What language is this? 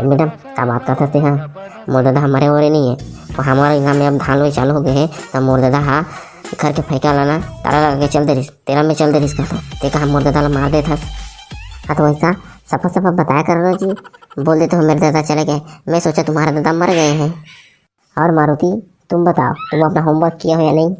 Chhattisgarhi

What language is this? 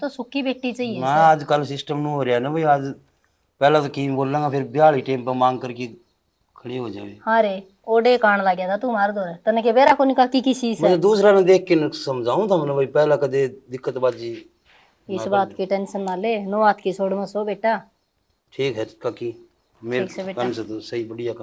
Haryanvi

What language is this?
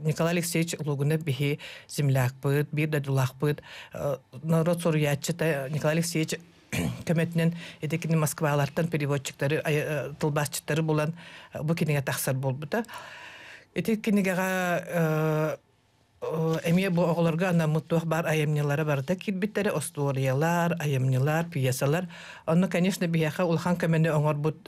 Yakut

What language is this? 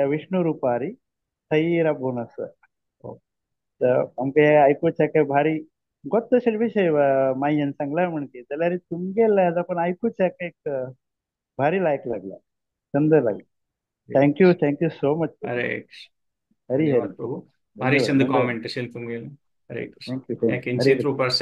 Konkani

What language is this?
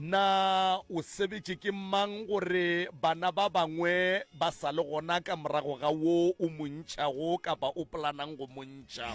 Northern Sotho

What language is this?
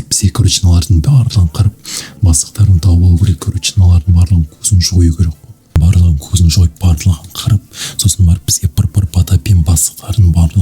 Kazakh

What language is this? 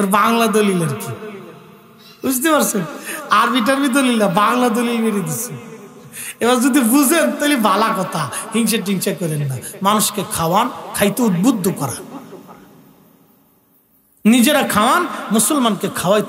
Bangla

